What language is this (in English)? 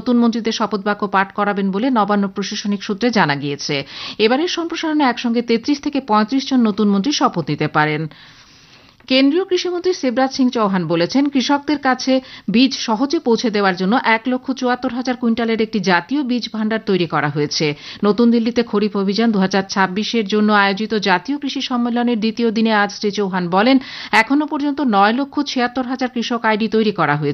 Bangla